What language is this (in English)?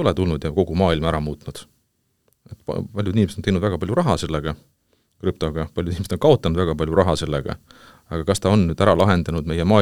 Estonian